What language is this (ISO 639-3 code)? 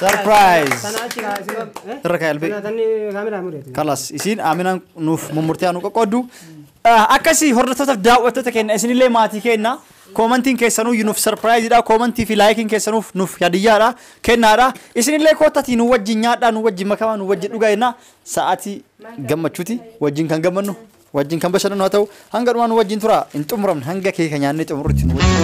orm